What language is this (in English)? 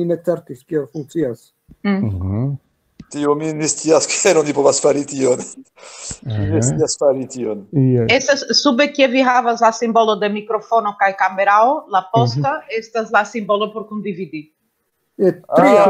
Esperanto